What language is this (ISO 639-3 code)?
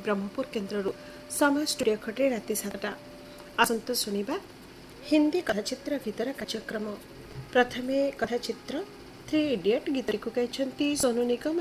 ori